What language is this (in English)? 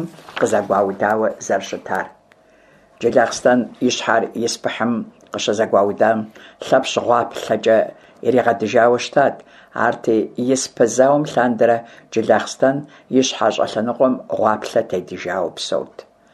Kabardian